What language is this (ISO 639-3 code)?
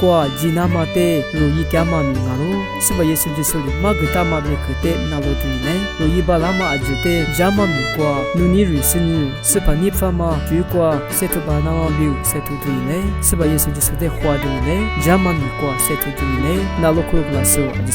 lis